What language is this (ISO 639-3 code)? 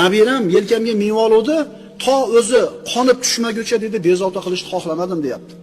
uzb